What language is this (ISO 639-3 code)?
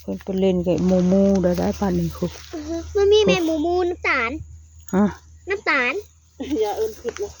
tts